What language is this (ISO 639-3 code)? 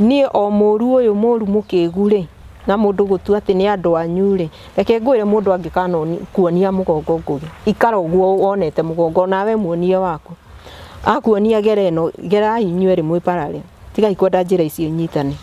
kik